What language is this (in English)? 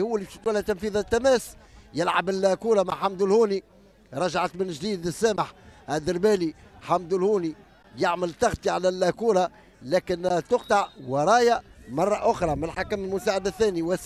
Tunisian Arabic